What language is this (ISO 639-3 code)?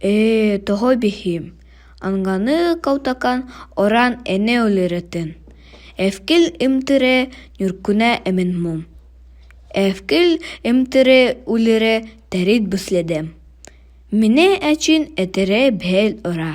sah